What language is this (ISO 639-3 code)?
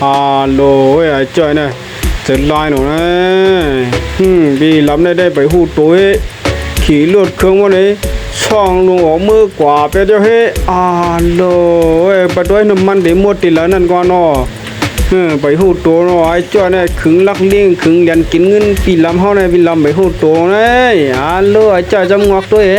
shn